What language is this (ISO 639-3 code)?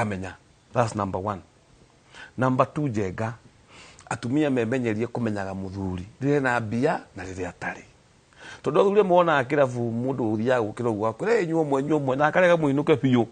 kik